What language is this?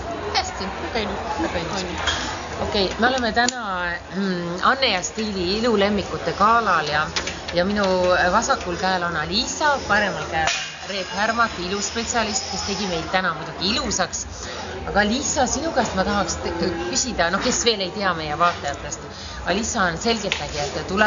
Estonian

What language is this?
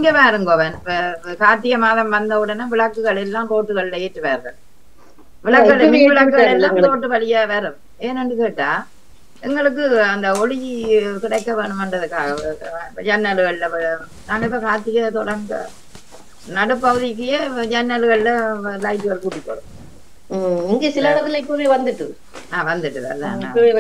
Tamil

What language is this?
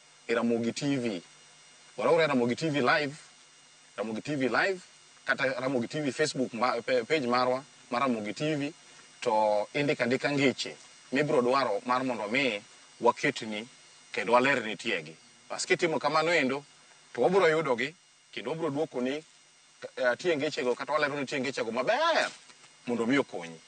Luo (Kenya and Tanzania)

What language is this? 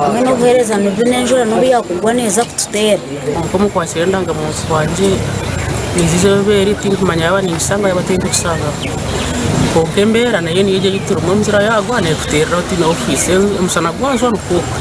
Nyankole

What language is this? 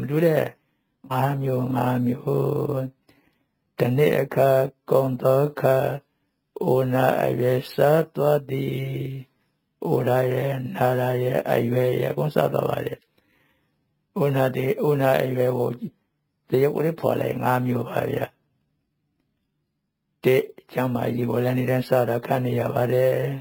Burmese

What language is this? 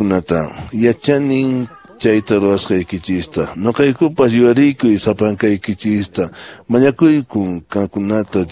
Quechua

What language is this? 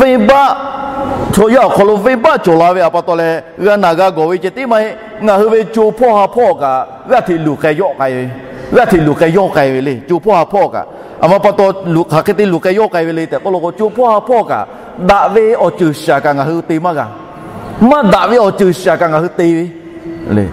Lahu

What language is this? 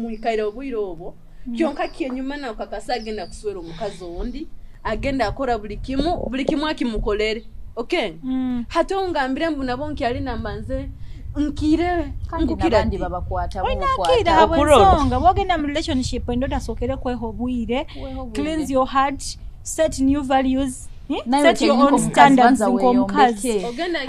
Nyoro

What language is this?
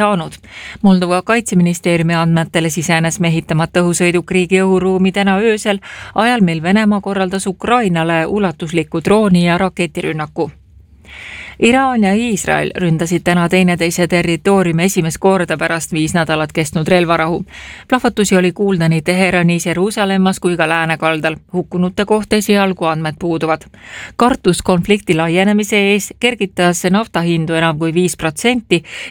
Estonian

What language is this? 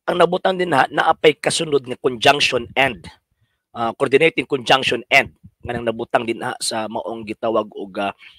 Cebuano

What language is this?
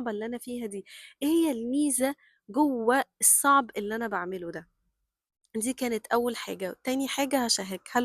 Egyptian Arabic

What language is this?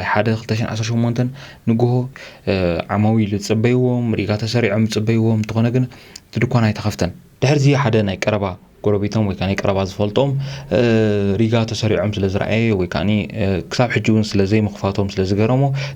Tigrinya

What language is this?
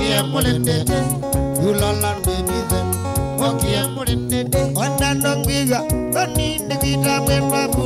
Kamba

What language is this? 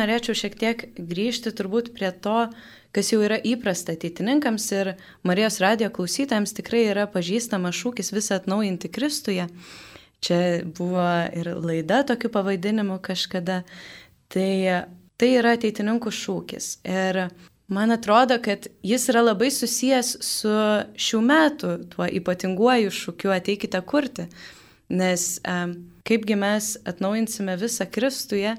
Lithuanian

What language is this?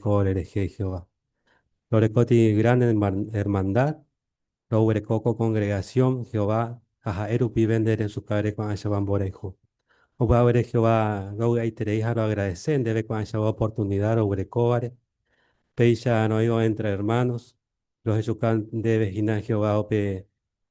Guarani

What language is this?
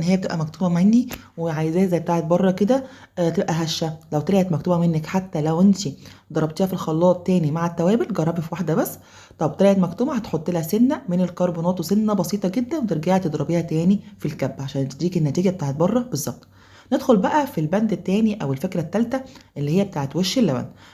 Egyptian Arabic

